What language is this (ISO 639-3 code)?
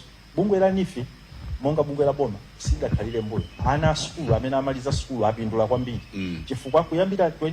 nya